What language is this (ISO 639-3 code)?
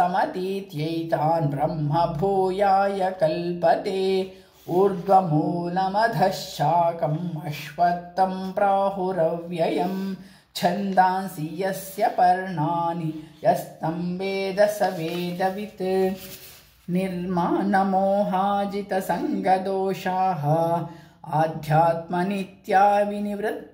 san